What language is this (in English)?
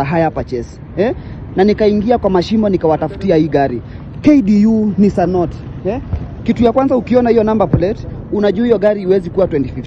Swahili